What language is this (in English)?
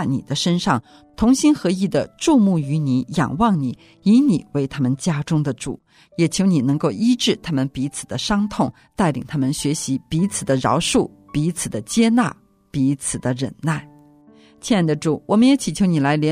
Chinese